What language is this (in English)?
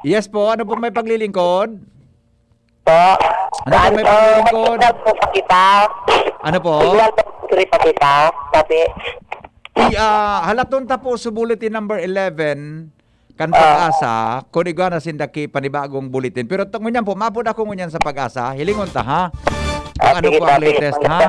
Bikol